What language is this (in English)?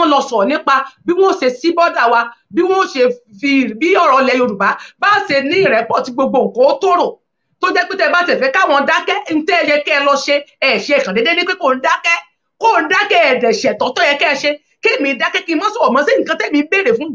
Yoruba